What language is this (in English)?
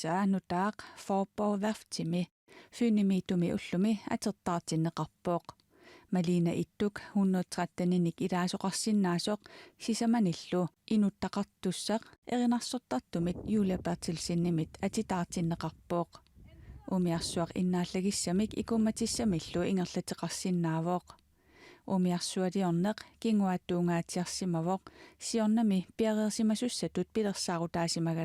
Kalaallisut